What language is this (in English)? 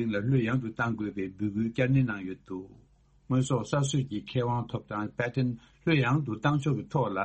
Tibetan